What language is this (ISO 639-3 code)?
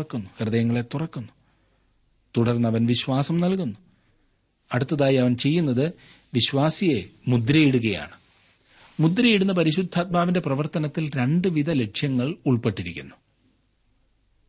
mal